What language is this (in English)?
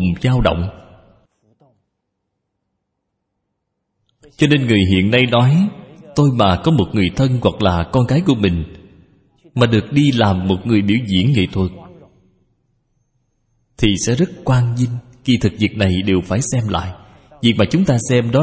Vietnamese